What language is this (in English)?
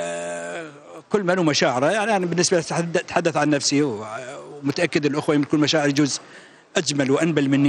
Mesopotamian Arabic